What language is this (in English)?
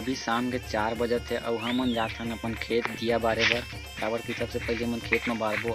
Chhattisgarhi